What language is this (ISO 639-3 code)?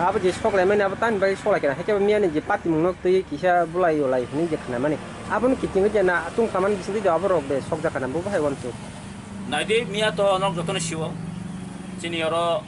trp